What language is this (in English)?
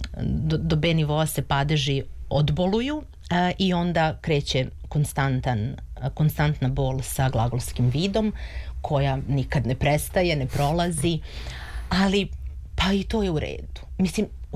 Serbian